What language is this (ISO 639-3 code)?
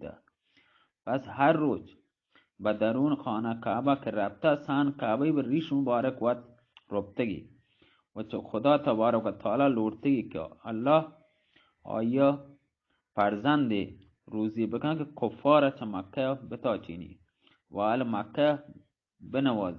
bal